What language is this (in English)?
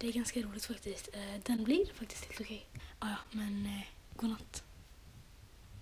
Swedish